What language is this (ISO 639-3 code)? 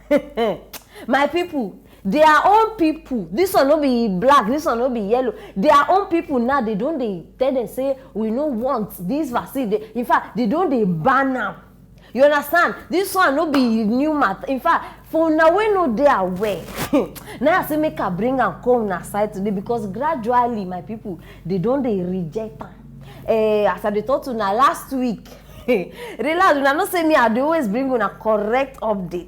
pcm